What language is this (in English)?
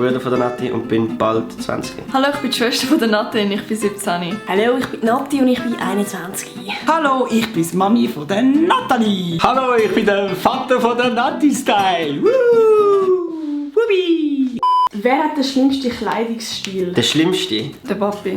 Swiss German